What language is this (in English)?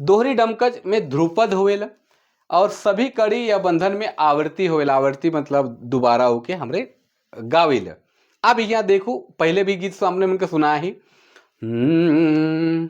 Sadri